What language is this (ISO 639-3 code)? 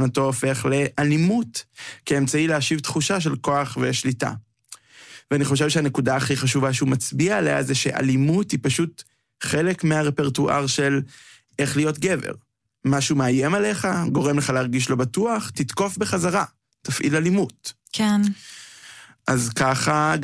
heb